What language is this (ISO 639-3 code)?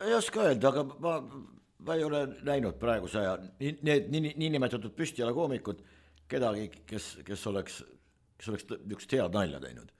est